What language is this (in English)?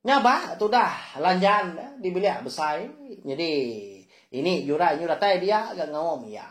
Iban